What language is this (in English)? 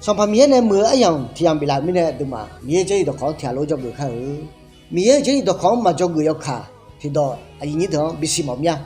Akha